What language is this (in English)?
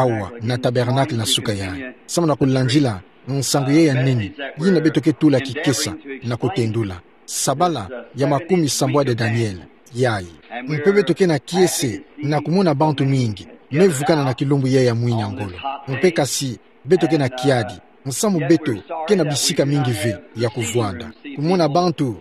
Kituba (Democratic Republic of Congo)